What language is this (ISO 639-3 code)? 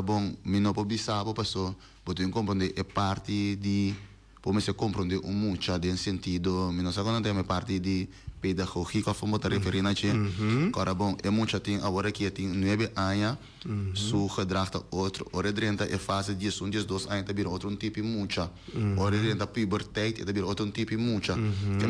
pap